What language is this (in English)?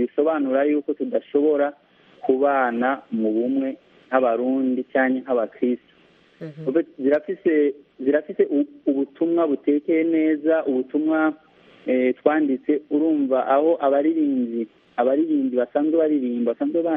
Kinyarwanda